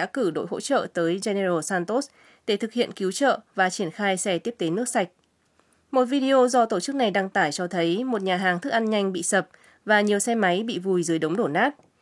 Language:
Vietnamese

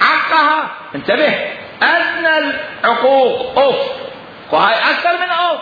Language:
Mesopotamian Arabic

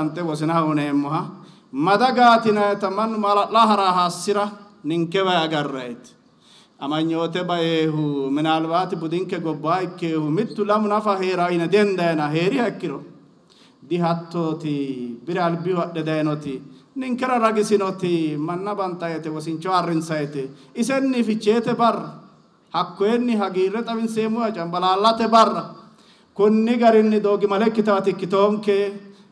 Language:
Sidamo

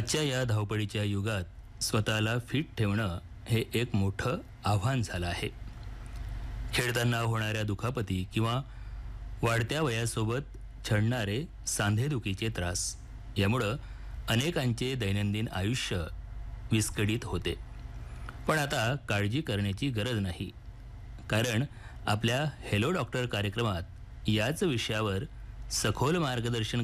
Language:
Marathi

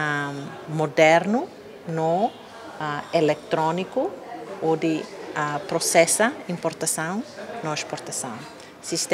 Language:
Tetum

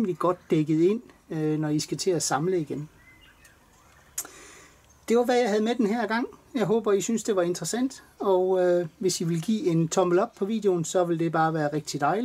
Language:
Danish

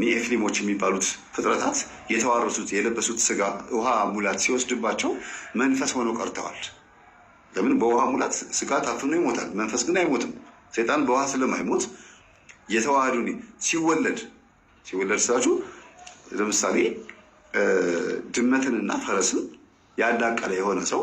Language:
Amharic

